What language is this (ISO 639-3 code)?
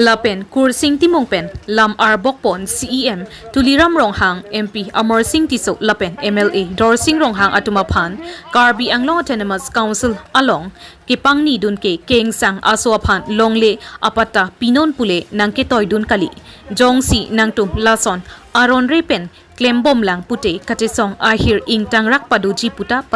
mjw